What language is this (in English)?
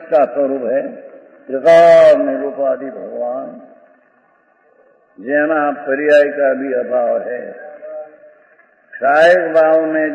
Hindi